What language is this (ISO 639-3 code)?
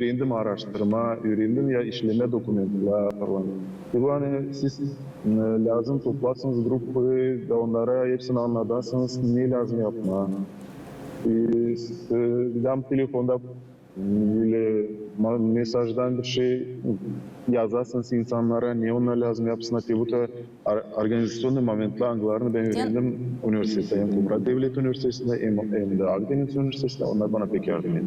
gag